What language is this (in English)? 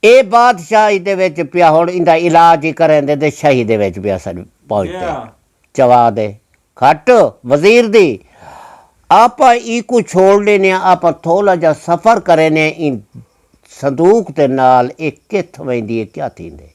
Saraiki